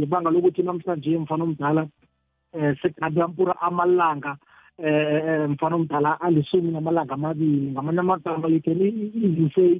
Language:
South Ndebele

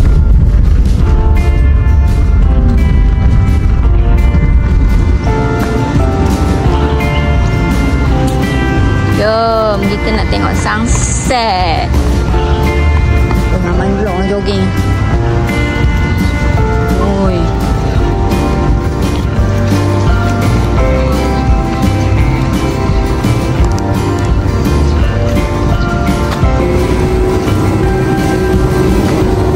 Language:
Malay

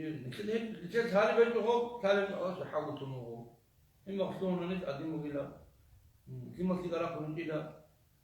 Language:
Avaric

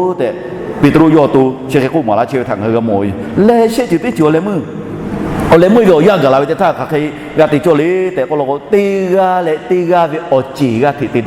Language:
Lahu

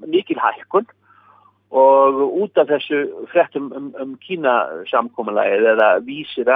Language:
Icelandic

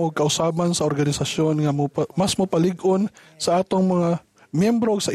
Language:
Cebuano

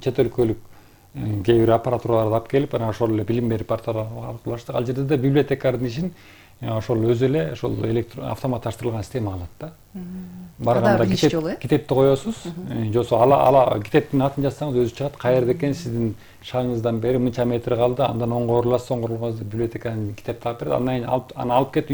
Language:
Kyrgyz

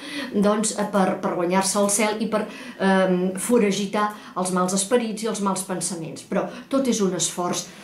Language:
Catalan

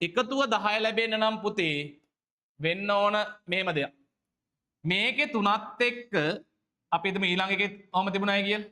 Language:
Sinhala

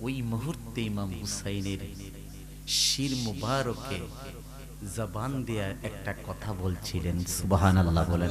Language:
Sylheti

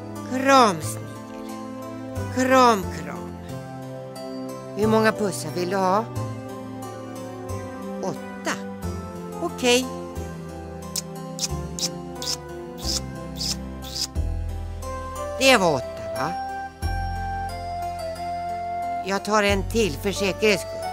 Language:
Swedish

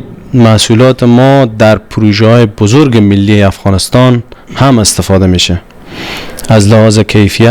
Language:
Persian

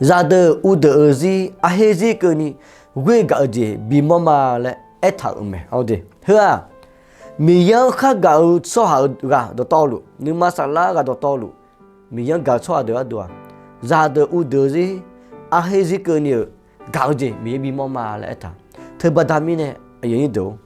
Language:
Akha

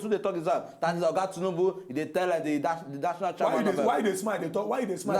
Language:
Nigerian Pidgin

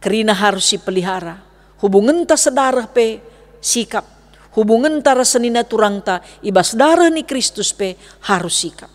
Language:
Batak Karo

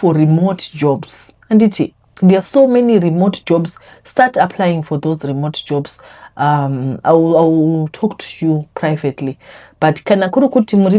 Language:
Shona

